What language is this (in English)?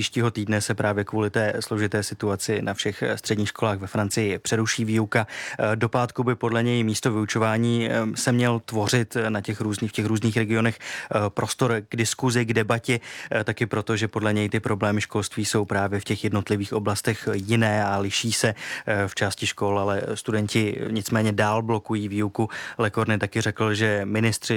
Czech